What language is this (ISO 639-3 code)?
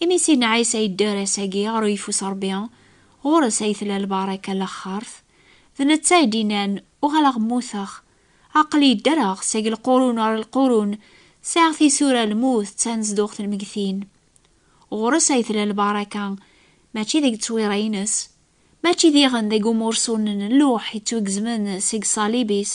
kab